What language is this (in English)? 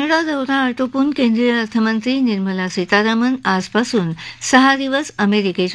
Marathi